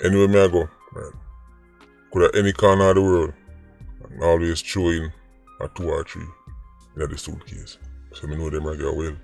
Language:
Jamaican Creole English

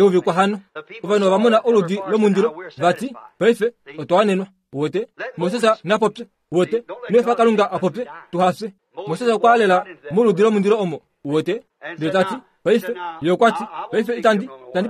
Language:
Kuanyama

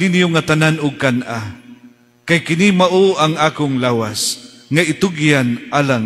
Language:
Cebuano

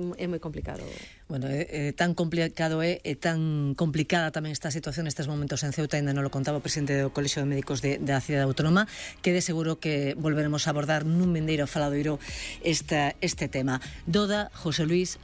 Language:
Galician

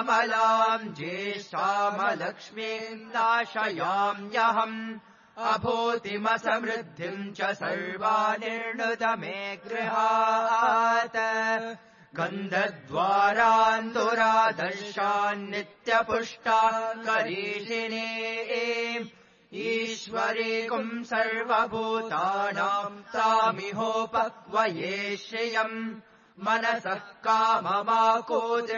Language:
Sanskrit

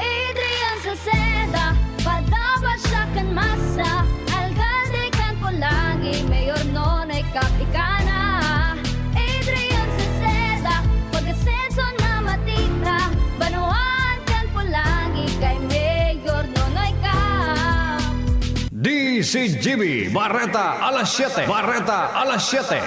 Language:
Bikol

